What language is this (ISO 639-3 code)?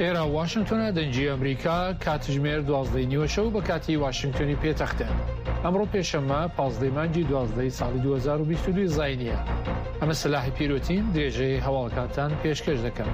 ckb